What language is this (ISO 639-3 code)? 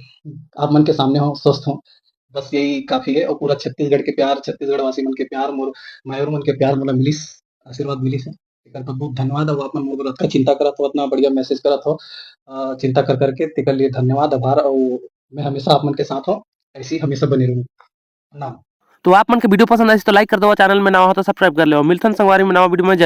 hne